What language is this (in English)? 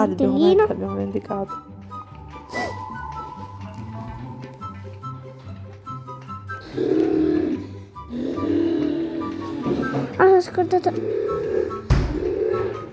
Italian